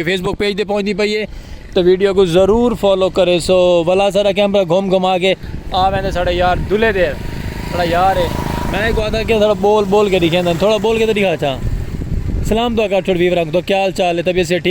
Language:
Saraiki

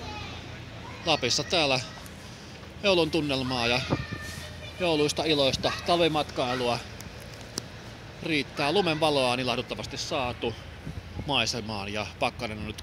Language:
Finnish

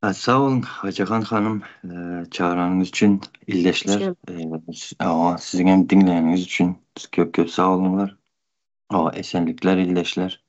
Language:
Turkmen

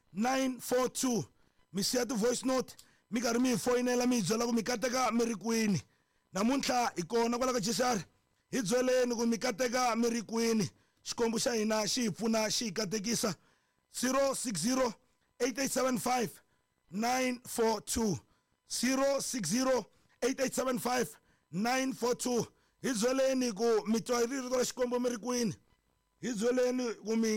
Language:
Tsonga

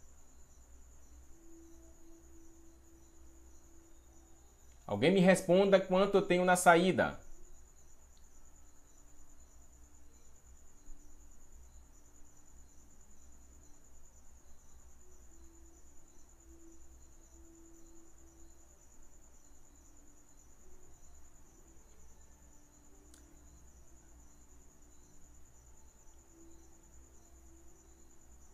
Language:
Portuguese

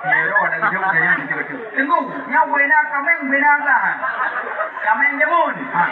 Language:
Achinese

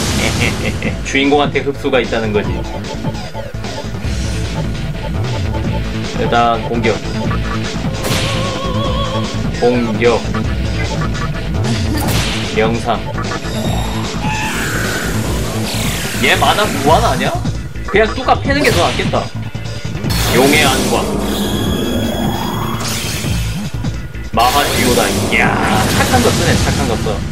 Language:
Korean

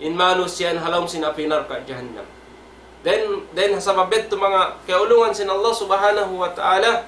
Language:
Tausug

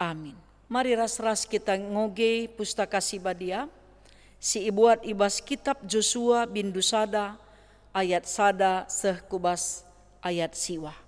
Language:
Batak Karo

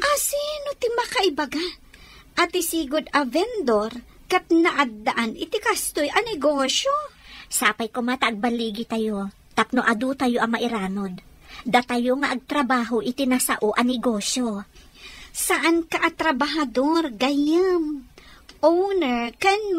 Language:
Iloko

